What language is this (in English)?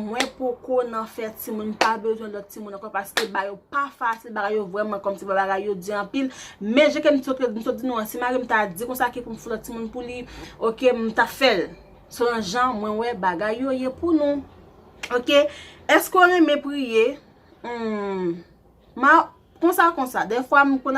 Haitian Creole